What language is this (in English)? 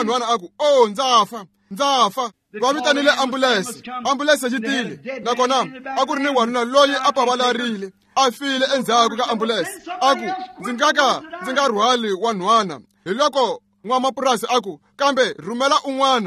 Tsonga